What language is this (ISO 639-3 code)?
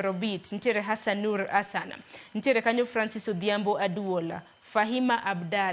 luo